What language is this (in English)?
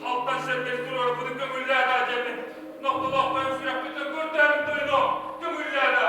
Yakut